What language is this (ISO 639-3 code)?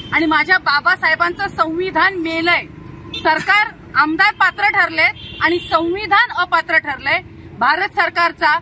mar